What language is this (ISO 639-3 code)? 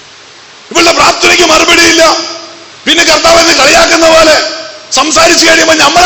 mal